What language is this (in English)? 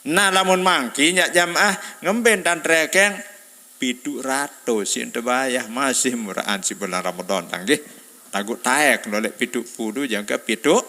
Sasak